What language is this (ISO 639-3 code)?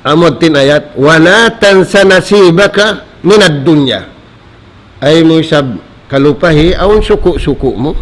tsg